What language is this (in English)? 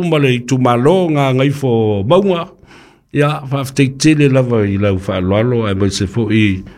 Samoan